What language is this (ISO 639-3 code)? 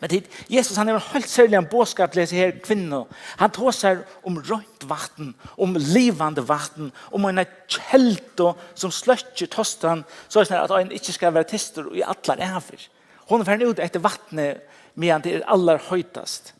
fao